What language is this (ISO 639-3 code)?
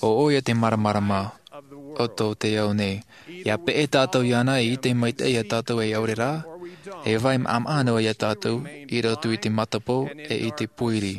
tah